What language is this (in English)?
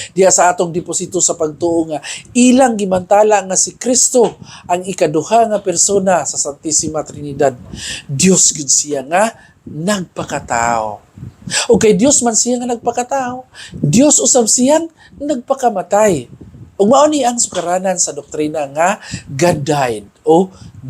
Cebuano